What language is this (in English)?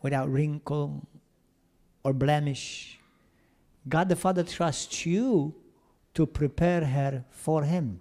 English